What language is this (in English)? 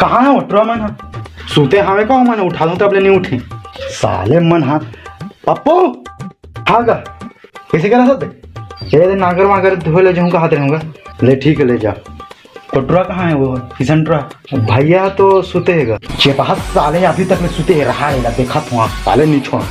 Chhattisgarhi